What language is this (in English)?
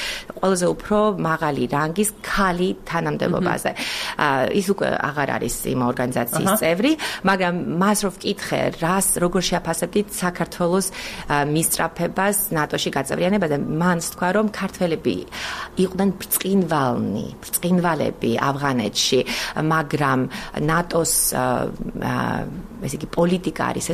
Georgian